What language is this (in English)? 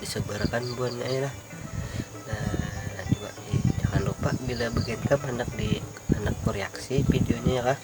Banjar